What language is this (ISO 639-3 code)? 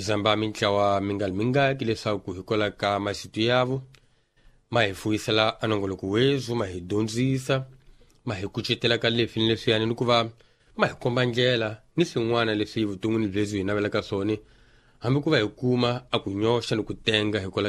tso